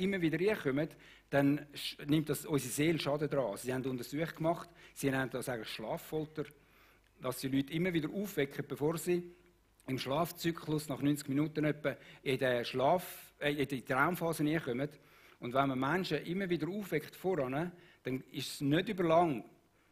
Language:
Swiss German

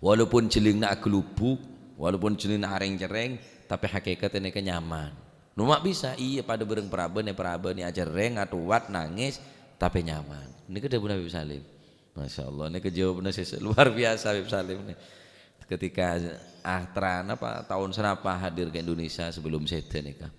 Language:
Madurese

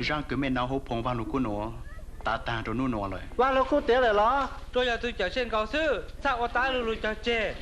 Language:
Hmong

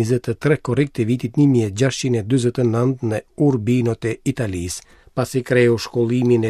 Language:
Albanian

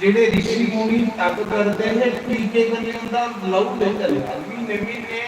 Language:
Dogri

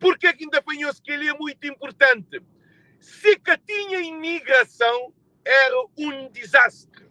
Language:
Kabuverdianu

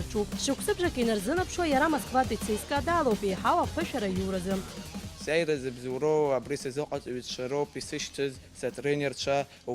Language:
Abkhazian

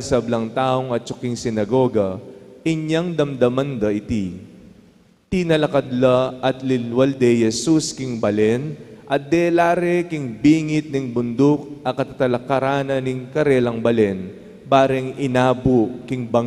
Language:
Pampanga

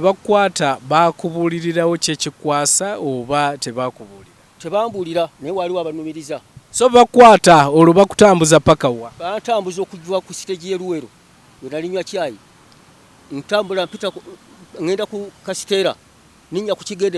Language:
Ganda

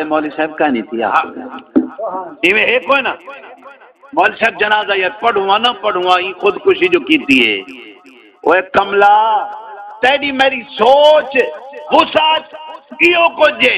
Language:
Saraiki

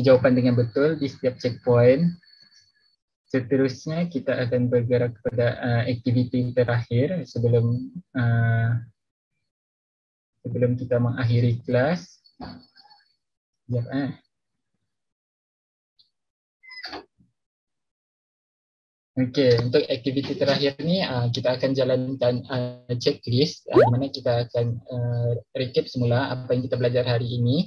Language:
Malay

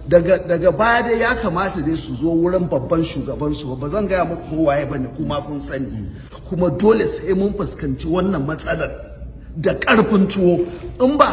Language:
Hausa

